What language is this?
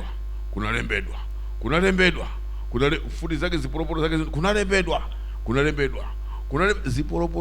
Nyanja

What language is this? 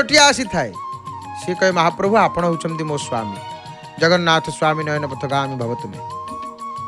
Odia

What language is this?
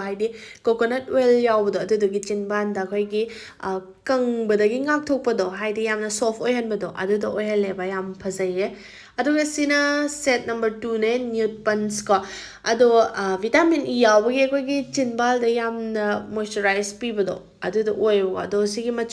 Manipuri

